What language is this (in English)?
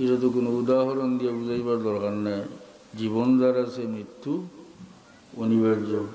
Sylheti